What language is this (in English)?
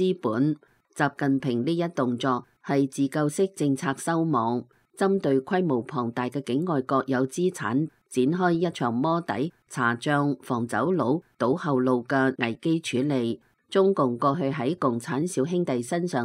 Cantonese